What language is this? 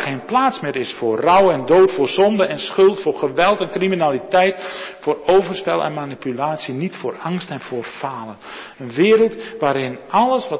Dutch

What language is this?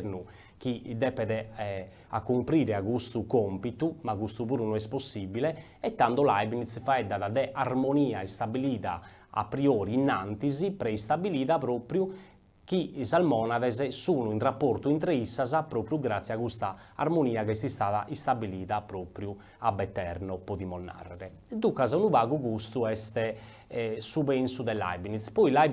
Sardinian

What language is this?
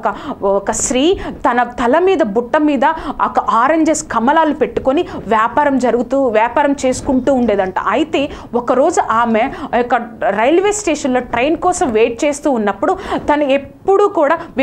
Telugu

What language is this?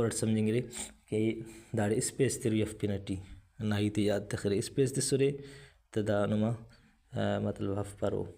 Brahui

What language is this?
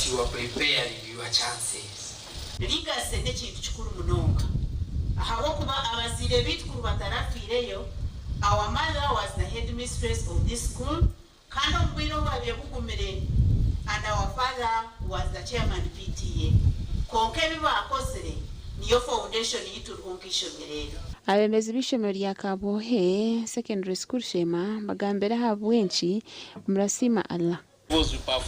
Nyankole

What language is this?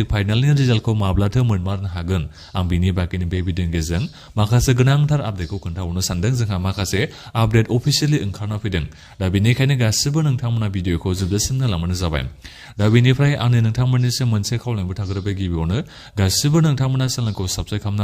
Bodo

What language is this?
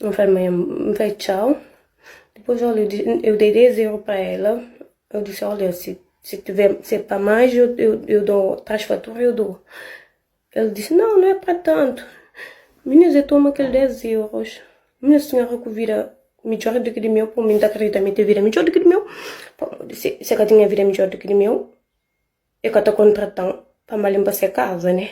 Kabuverdianu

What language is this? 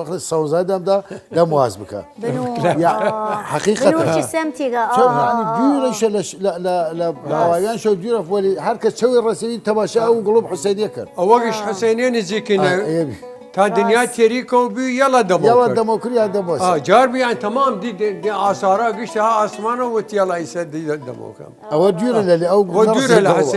Southern Kurdish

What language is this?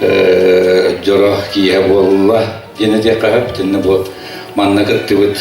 Yakut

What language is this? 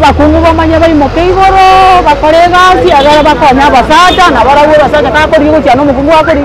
Gusii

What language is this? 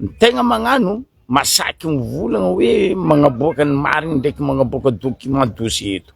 Malagasy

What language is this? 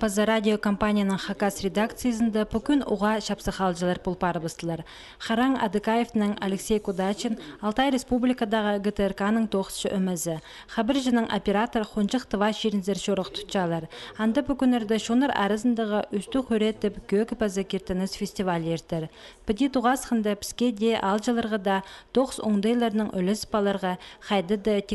Khakas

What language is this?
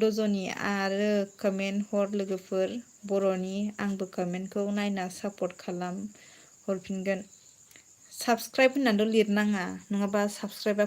Bodo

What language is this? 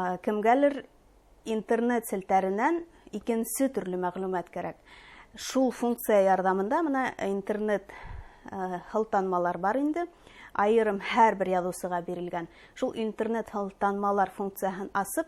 Bashkir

